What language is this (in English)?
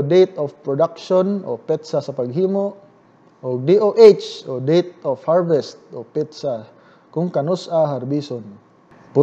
Cebuano